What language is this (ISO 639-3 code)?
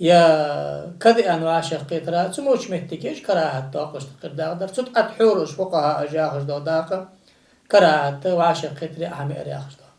inh